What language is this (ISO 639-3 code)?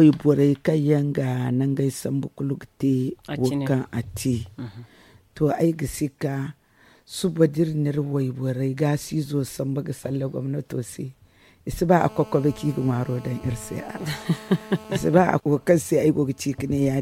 dje